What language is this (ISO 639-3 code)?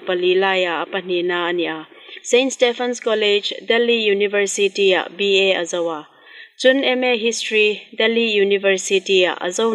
hmr